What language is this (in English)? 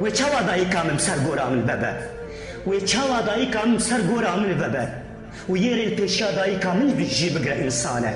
Kurdish